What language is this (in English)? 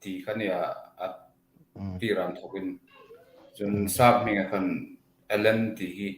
Hmar